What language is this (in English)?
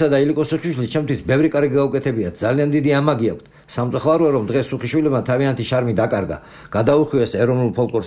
Georgian